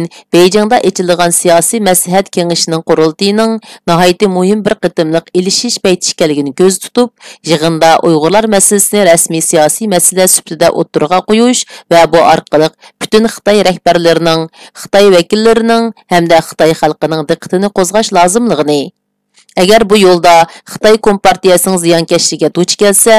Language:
Uyghur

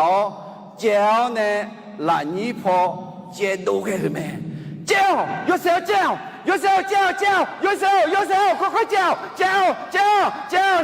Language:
Akha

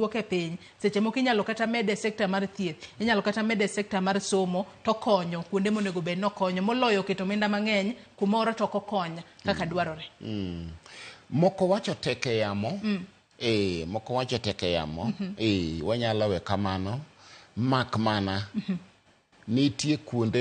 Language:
Luo (Kenya and Tanzania)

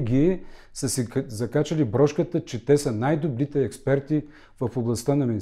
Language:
Bulgarian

